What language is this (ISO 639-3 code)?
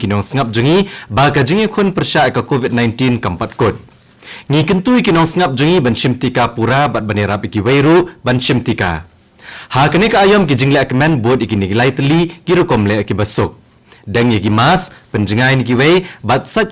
kha